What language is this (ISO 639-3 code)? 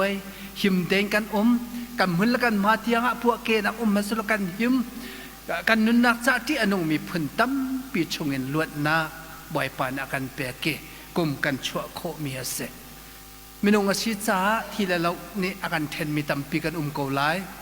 cnh